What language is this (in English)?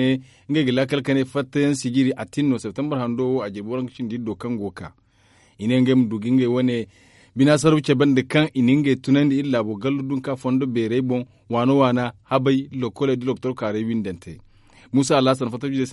Zarma